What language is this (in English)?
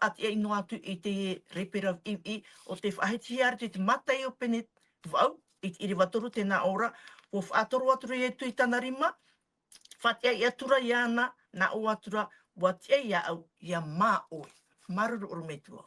Tahitian